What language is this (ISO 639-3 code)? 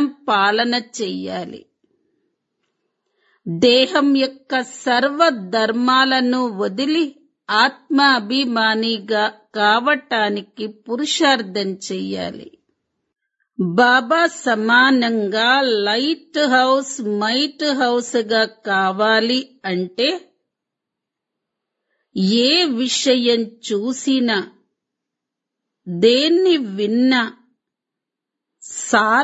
tel